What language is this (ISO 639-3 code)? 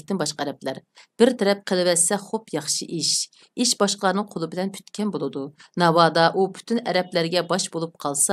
uig